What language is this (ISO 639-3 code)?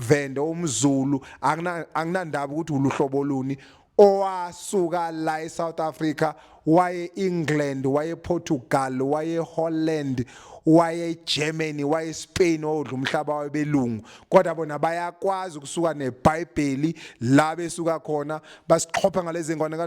zul